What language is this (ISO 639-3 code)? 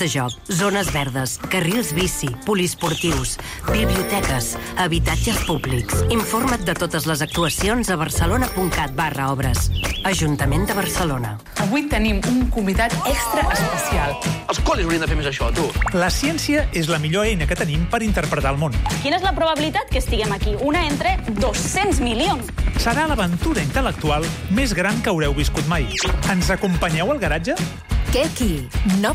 cat